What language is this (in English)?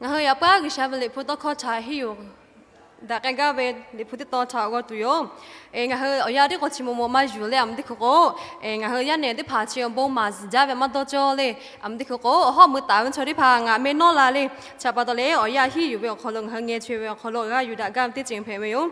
Lahu